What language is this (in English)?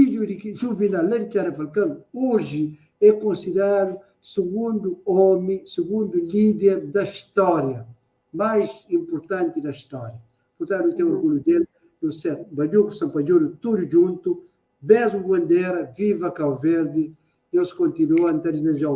Kabuverdianu